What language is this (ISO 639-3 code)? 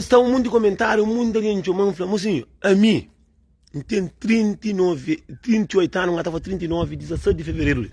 kea